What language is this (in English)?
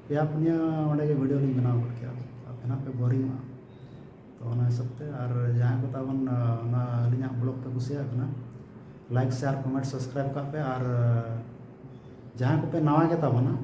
Santali